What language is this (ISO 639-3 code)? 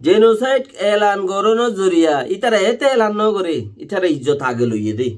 rhg